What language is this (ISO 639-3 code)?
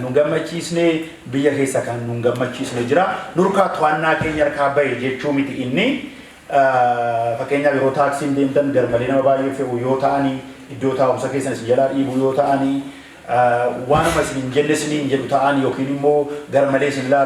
orm